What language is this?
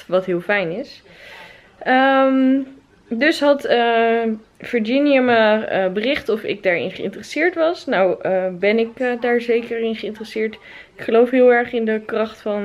Dutch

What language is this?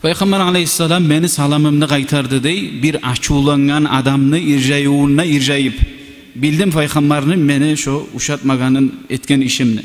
Kumyk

